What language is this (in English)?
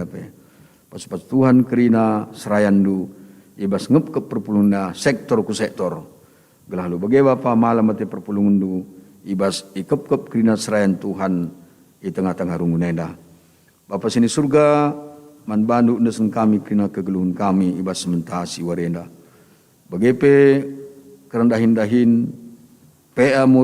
Batak Karo